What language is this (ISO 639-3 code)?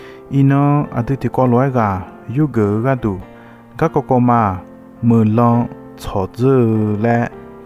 ahk